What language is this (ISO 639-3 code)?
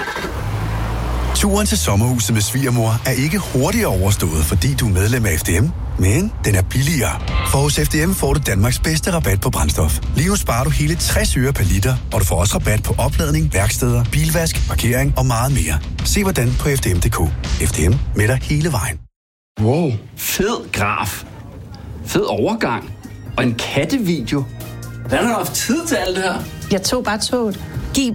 dan